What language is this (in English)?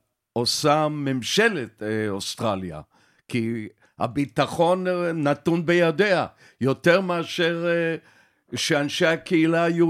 Hebrew